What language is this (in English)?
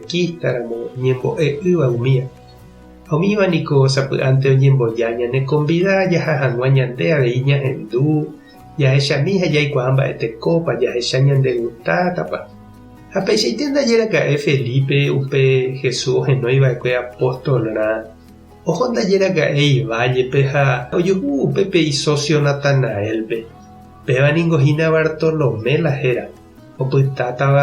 Guarani